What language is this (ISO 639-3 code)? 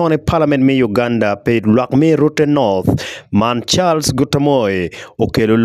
ach